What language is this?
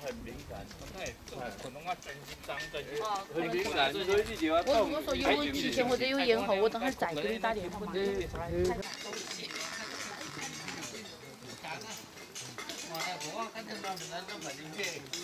Chinese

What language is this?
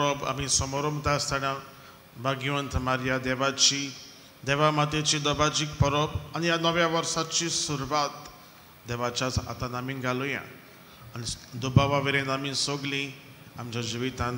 Konkani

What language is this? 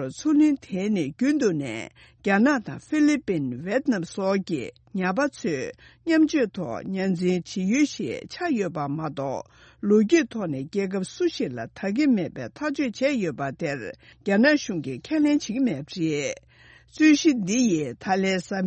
Tibetan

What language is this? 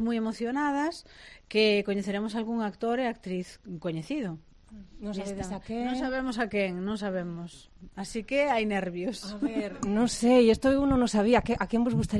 Galician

